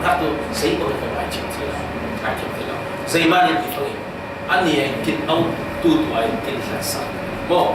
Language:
Falam Chin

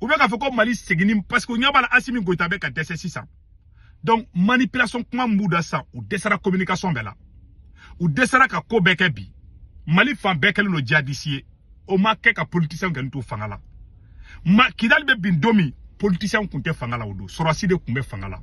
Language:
Bambara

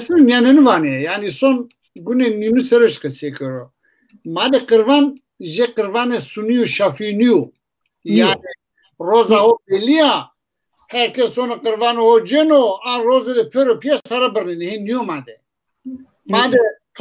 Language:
Zaza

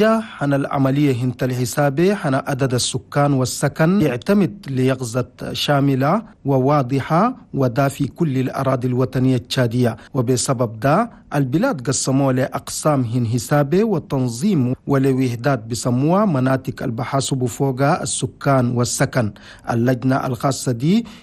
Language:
Chadian Arabic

